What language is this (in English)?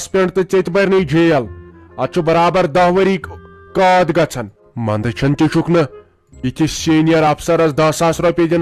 Kashmiri